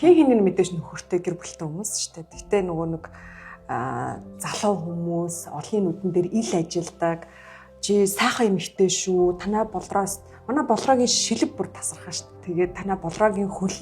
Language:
Mongolian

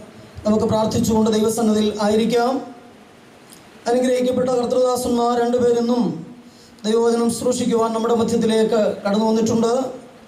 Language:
Malayalam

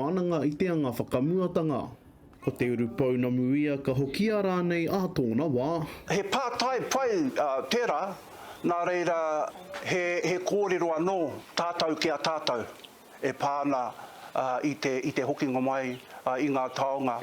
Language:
Māori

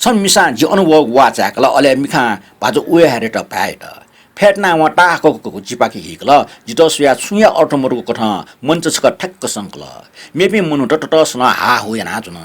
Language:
Newari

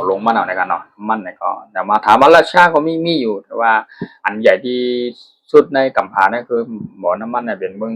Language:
Shan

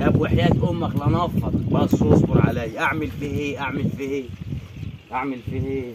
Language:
Egyptian Arabic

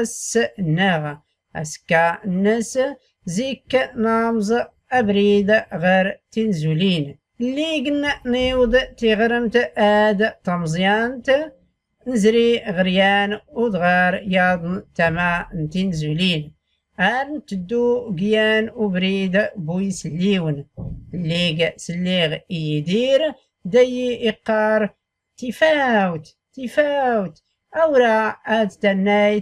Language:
Tachelhit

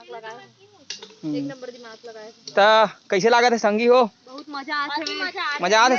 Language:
Chhattisgarhi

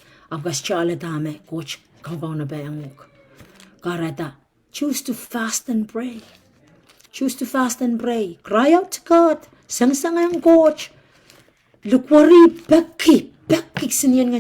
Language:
Pohnpeian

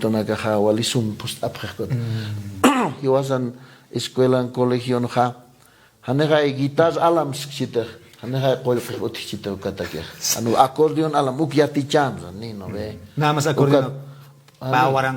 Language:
Aymara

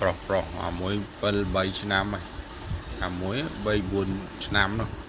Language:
Khmer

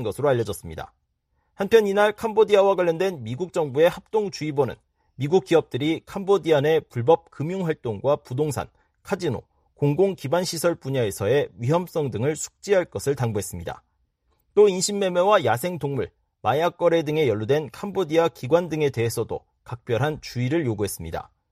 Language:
Korean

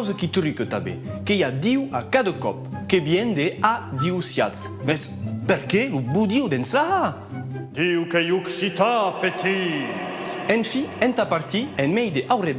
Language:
Occitan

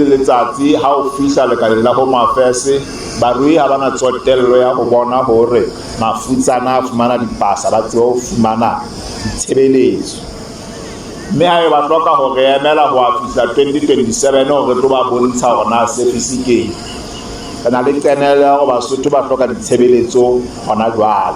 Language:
Southern Sotho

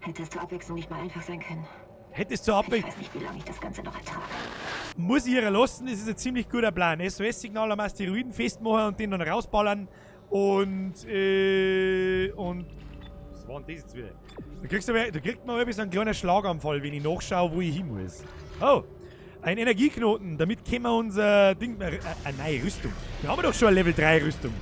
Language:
Bavarian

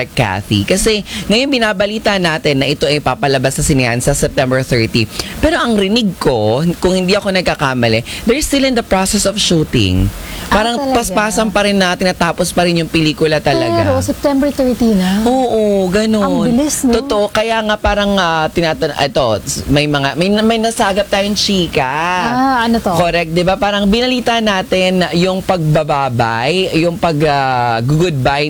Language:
Filipino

